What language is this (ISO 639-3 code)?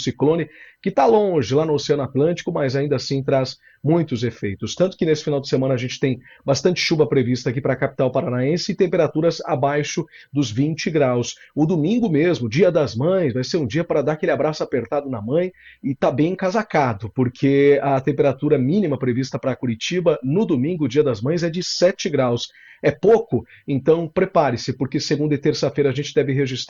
por